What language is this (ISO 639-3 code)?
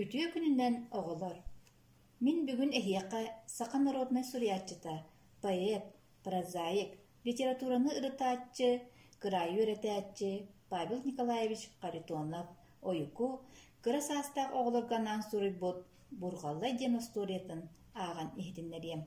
sah